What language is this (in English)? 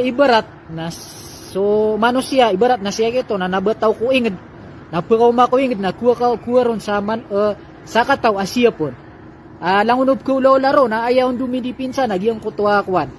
Maranao